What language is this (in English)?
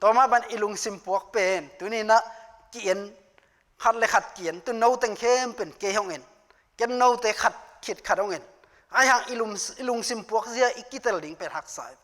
Tedim Chin